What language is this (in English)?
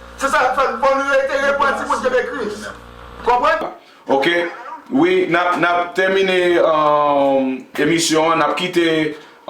Haitian Creole